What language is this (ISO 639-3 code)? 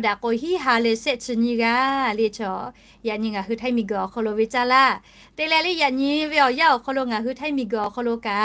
lhu